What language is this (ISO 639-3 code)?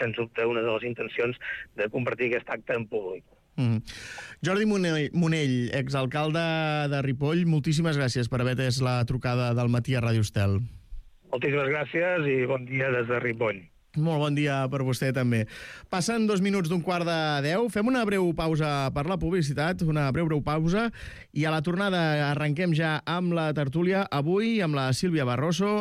cat